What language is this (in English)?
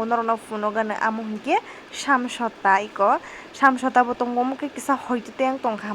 Kok Borok